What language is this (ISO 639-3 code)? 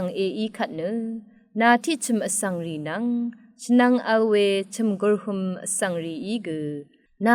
raw